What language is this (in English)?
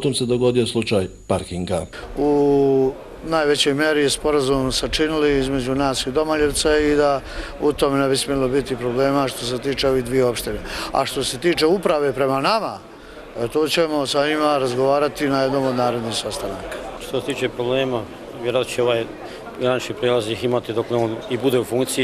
Bosnian